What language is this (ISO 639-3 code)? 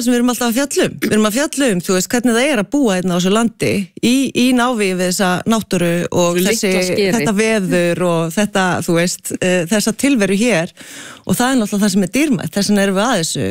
isl